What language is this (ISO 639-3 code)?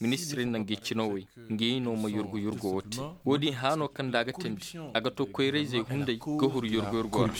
dje